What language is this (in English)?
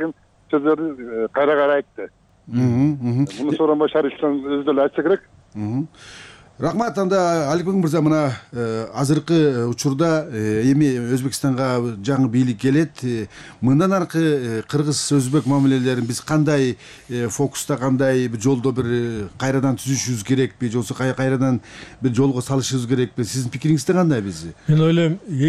Kyrgyz